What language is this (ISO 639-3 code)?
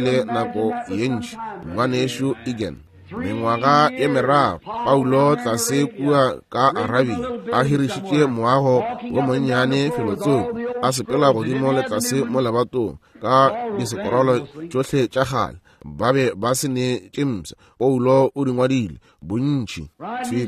nso